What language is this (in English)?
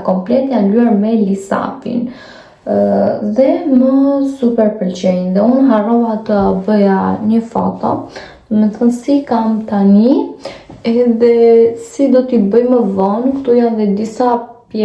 Albanian